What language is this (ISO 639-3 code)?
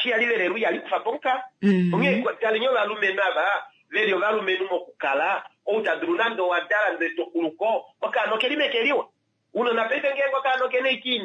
kua